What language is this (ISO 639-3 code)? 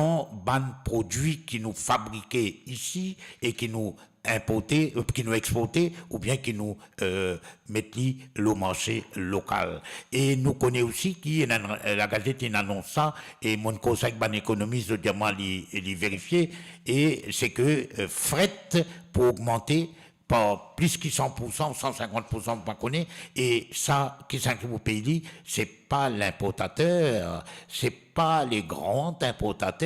mfe